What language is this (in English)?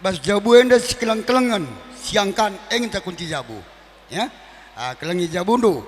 Batak Karo